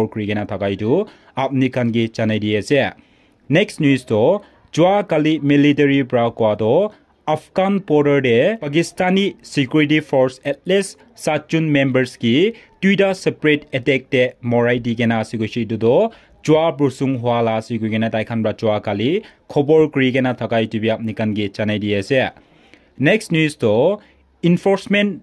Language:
Naga Pidgin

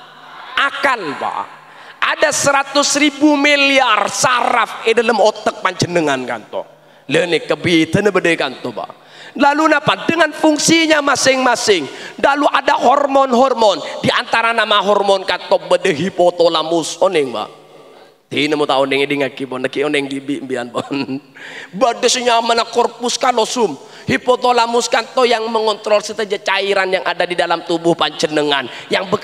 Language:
Madurese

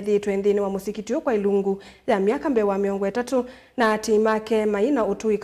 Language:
Kamba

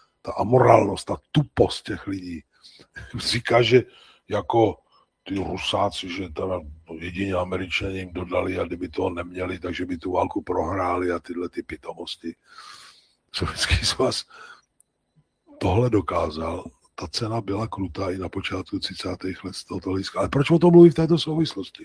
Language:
Czech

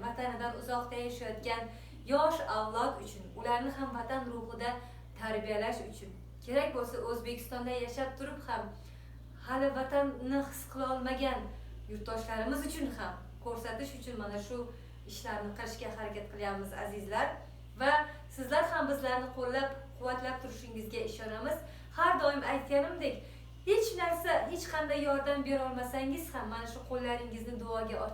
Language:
Uzbek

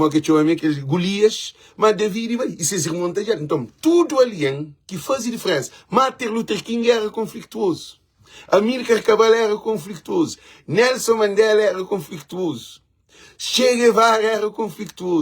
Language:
Kabuverdianu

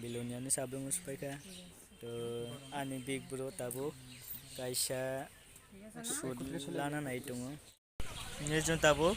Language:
Kok Borok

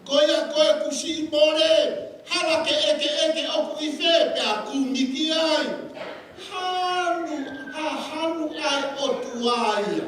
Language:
Tongan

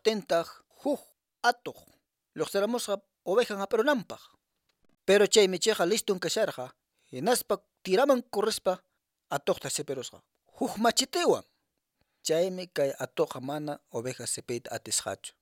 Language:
Quechua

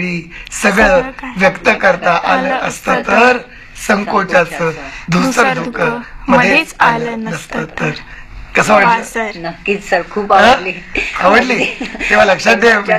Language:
Marathi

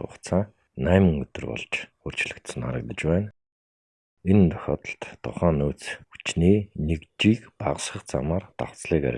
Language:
Mongolian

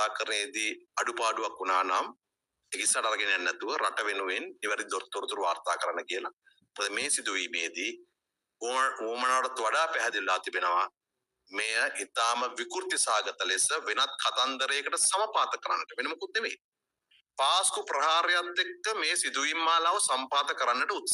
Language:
Sinhala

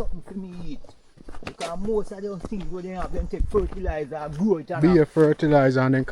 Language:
Jamaican Creole English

